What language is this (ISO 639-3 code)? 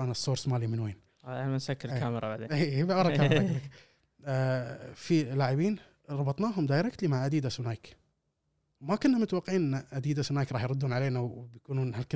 afb